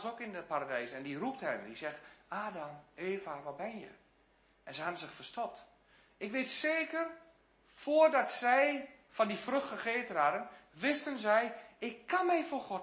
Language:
Dutch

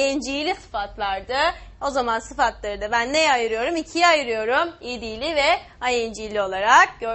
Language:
Turkish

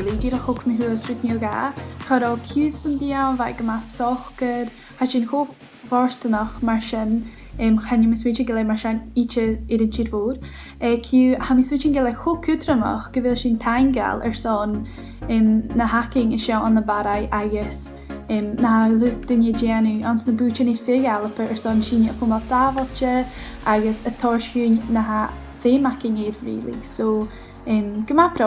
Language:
Scottish Gaelic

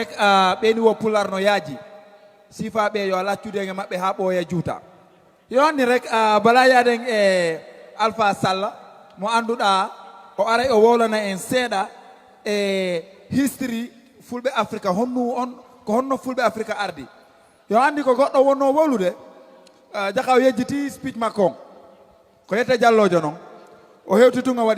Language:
Fula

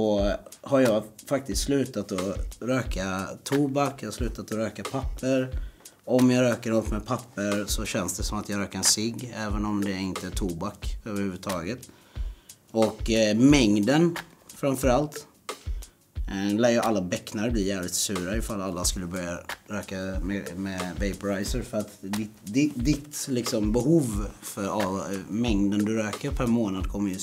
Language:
Swedish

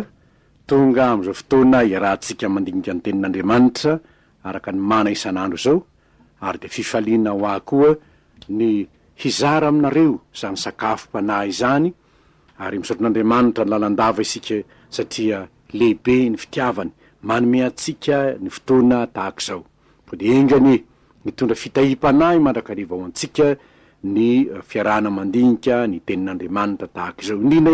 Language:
Malagasy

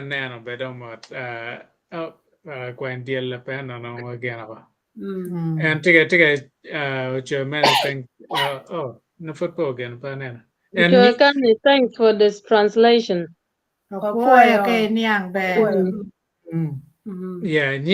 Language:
Acoli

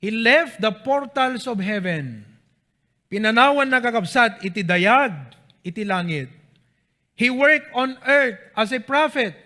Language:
Iloko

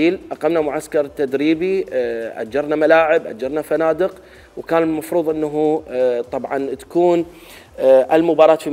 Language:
Mesopotamian Arabic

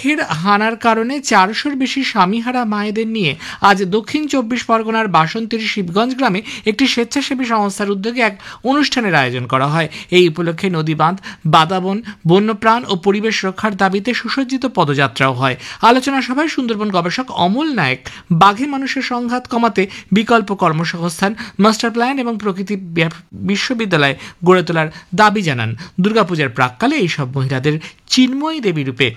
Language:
Bangla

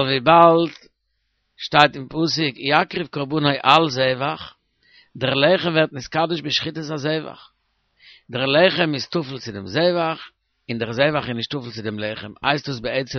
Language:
Yiddish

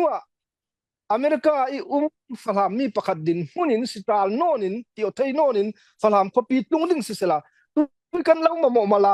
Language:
Falam Chin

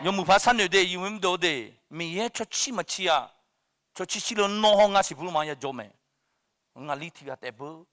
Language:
Akha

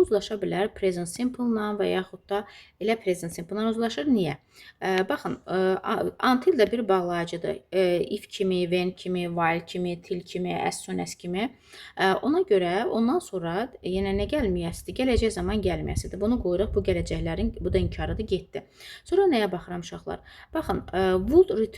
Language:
Azerbaijani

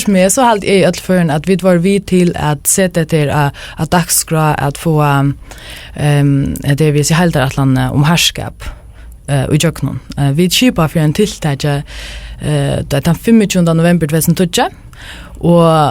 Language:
Faroese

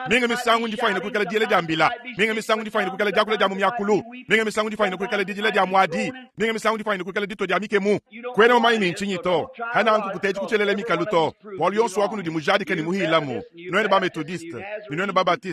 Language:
Luba-Lulua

